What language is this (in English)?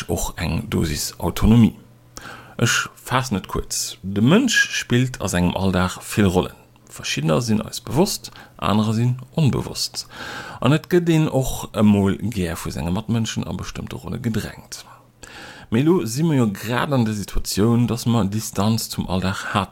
Luxembourgish